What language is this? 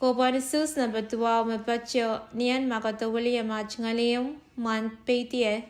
Pohnpeian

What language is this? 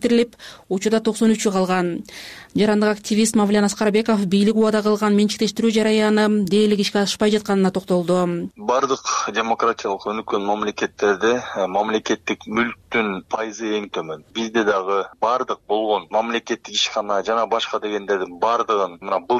Kyrgyz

